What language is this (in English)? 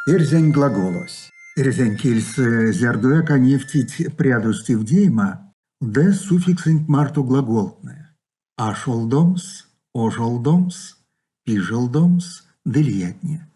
Erzya